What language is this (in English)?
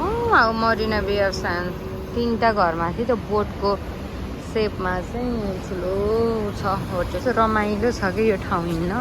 Nepali